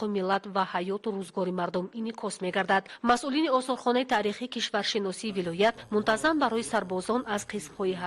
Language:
Tajik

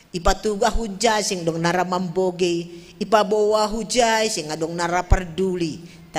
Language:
Batak Simalungun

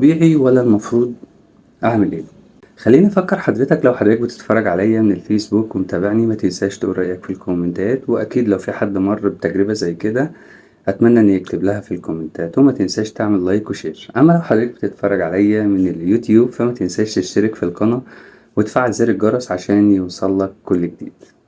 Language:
Egyptian Arabic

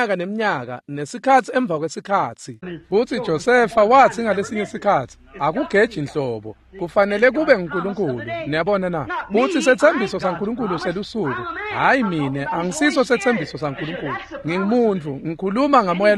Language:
Swati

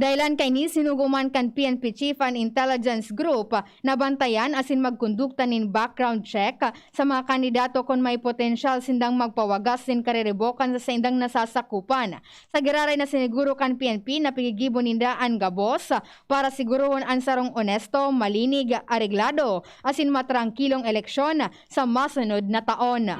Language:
Bikol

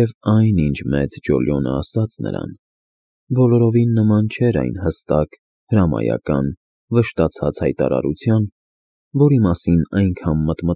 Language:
Armenian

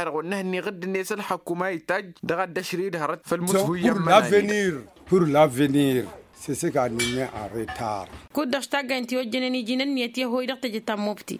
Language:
Tamasheq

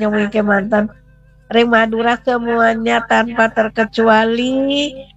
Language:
Balinese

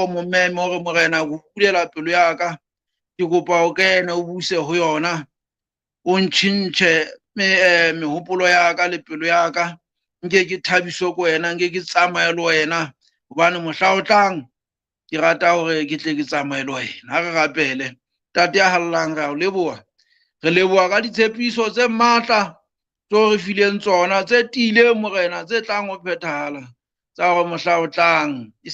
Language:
Southern Sotho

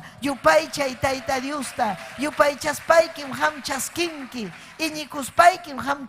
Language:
Ayacucho Quechua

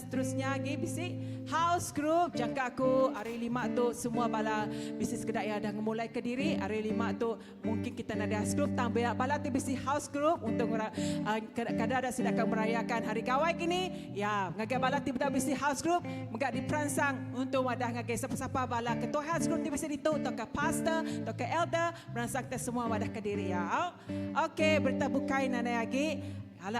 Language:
Iban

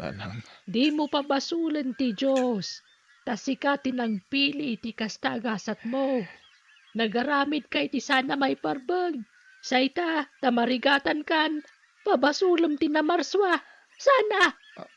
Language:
Iloko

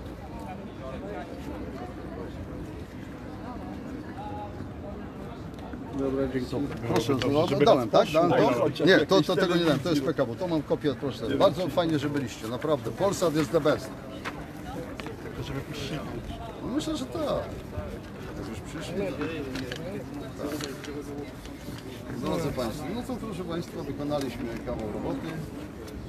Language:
Polish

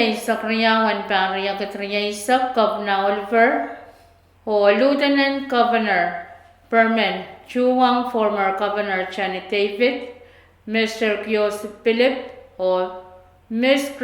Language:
Pohnpeian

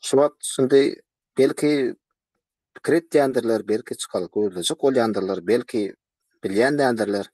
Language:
Turkmen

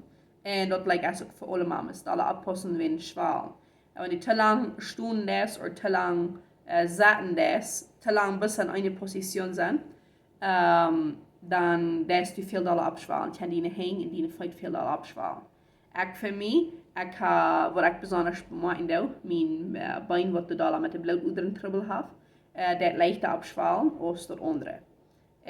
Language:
Plautdietsch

